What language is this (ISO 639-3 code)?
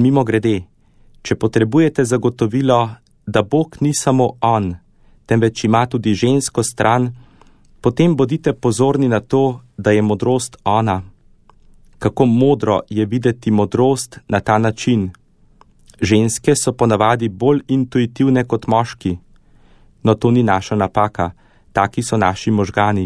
slv